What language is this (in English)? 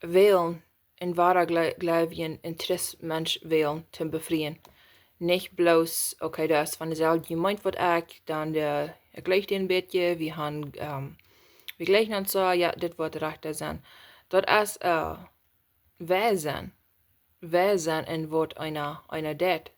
Plautdietsch